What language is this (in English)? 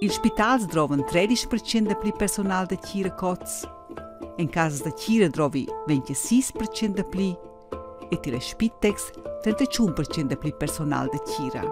Romansh